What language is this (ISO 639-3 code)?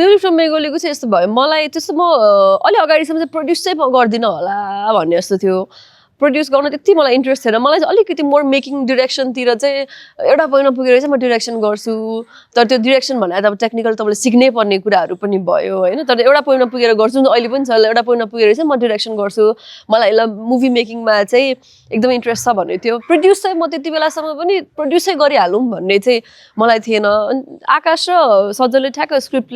nep